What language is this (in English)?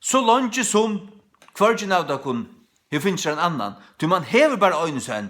Faroese